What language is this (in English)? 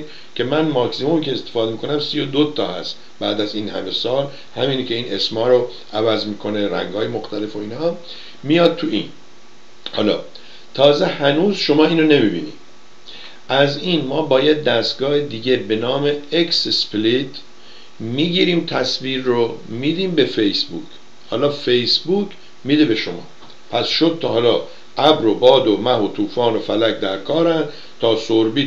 Persian